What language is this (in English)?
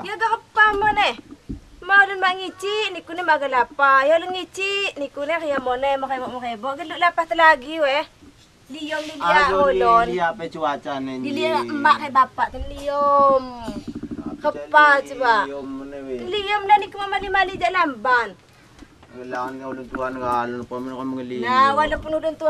Lampung Api